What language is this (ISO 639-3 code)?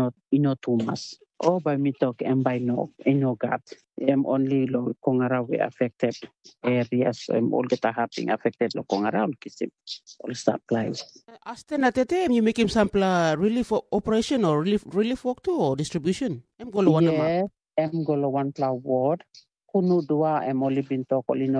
tpi